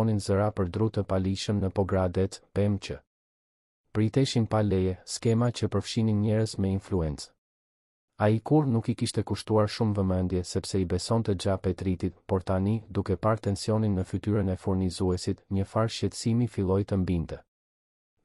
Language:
Albanian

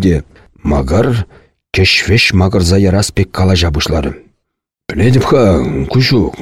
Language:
Chuvash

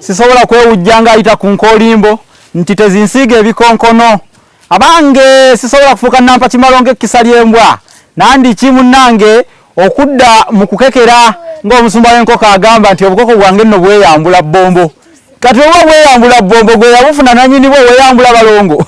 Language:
Ganda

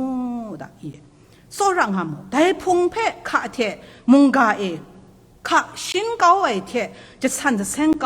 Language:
Kachin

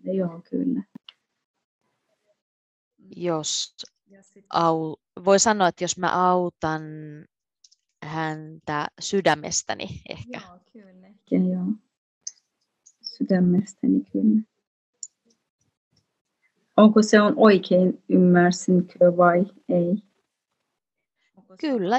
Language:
Finnish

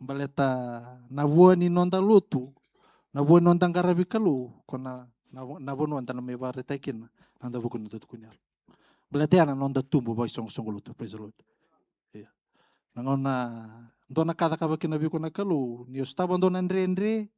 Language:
Fijian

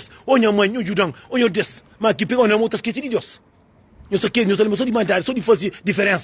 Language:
Kabuverdianu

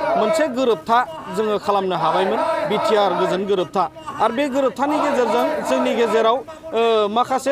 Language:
Bodo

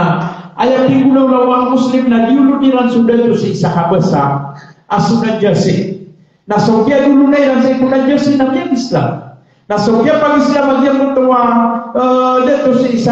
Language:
Maranao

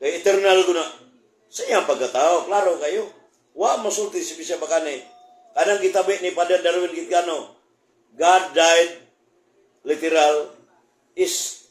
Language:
Cebuano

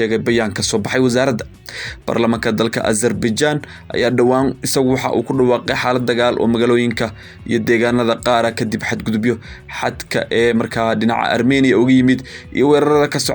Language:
Somali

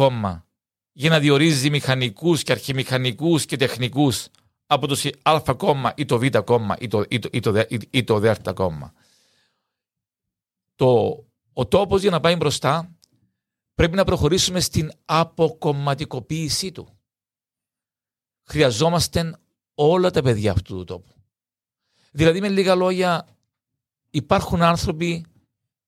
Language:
Greek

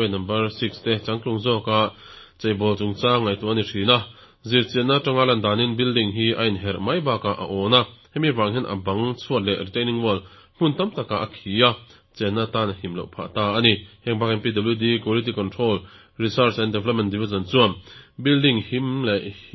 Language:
Mizo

